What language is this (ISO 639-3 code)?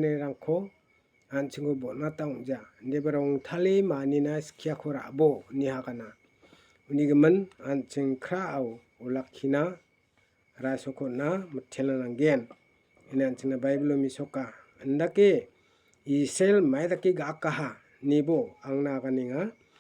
grt